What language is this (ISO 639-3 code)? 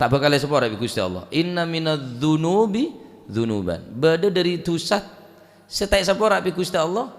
mad